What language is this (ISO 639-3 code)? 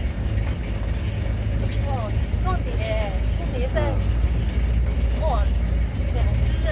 nan